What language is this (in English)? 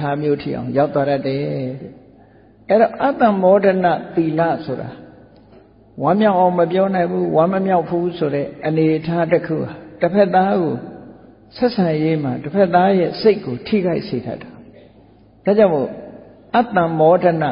Burmese